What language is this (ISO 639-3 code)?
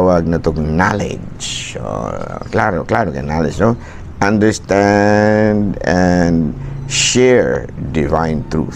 ceb